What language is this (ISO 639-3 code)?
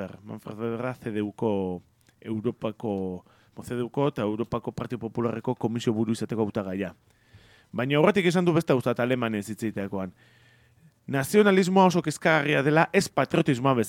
eus